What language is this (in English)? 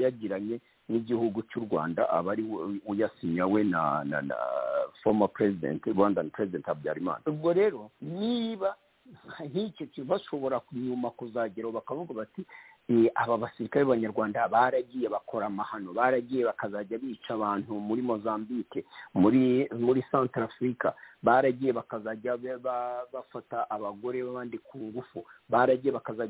Kinyarwanda